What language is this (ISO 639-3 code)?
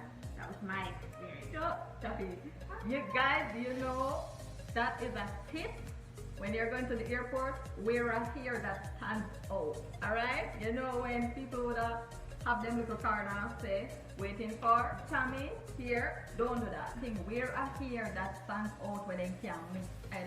jam